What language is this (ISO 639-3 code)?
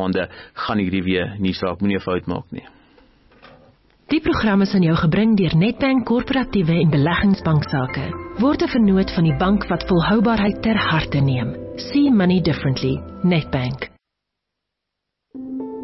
afr